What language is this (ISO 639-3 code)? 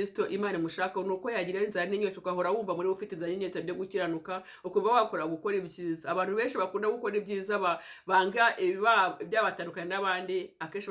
kin